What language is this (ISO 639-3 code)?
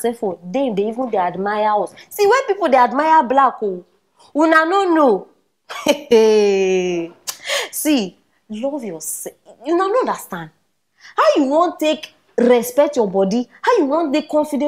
pcm